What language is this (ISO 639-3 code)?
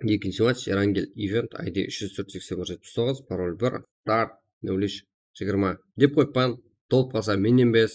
kaa